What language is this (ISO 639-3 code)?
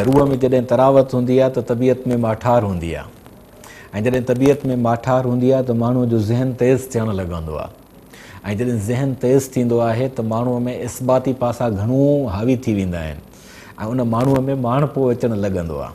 snd